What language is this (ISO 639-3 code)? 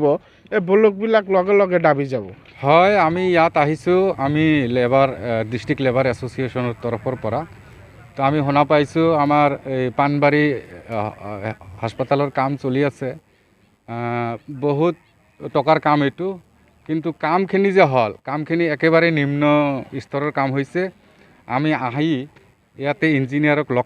asm